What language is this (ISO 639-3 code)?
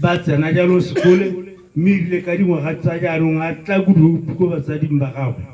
tsn